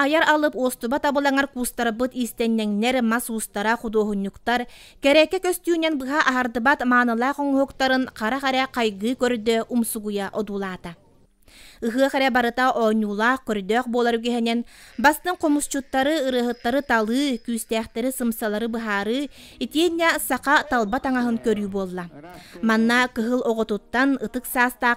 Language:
Yakut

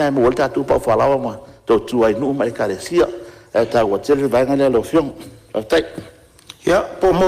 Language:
Samoan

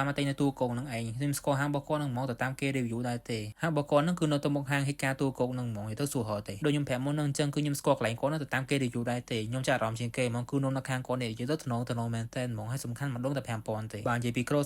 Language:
Khmer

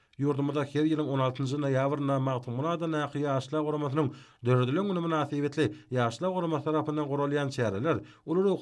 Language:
Turkmen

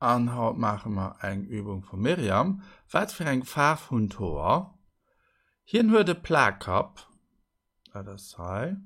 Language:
Luxembourgish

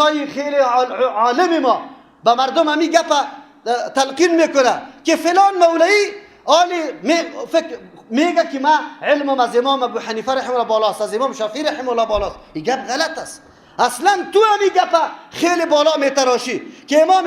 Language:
Persian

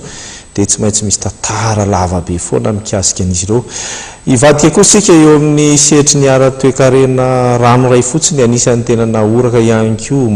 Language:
Malagasy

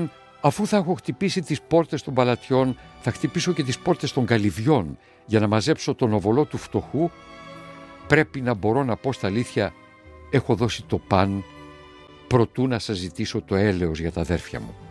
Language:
Greek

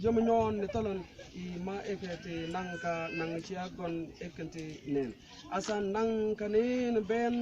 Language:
Mabaan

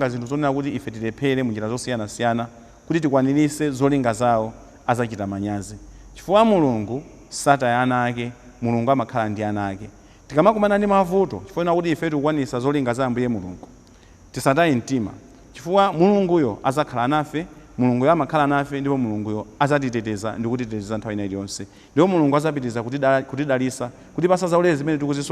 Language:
Nyanja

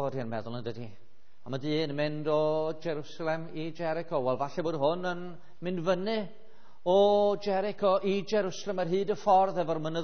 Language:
Welsh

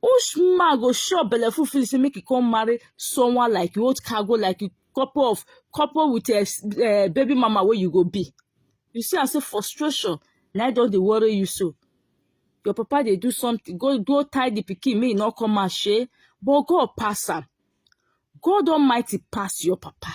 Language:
Nigerian Pidgin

